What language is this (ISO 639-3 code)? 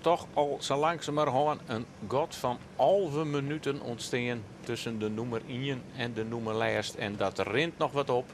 fry